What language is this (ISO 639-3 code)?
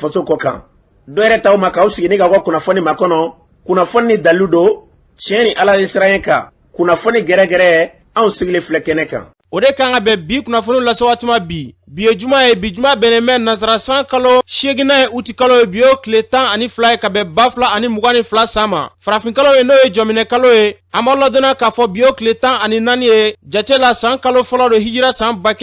bam